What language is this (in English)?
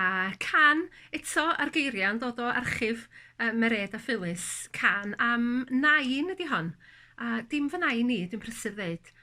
Welsh